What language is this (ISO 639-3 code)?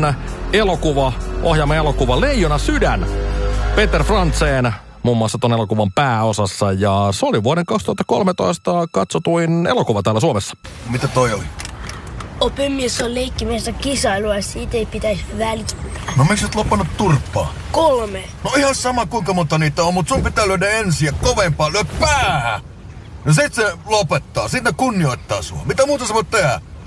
fin